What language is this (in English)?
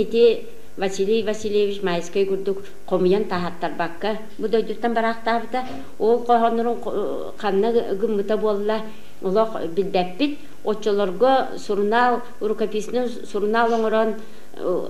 Yakut